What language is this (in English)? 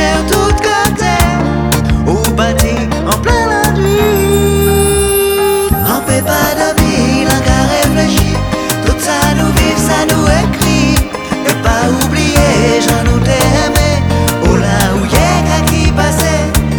French